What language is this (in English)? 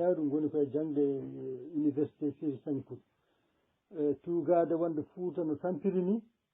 Fula